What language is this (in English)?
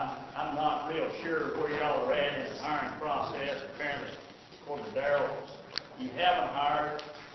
English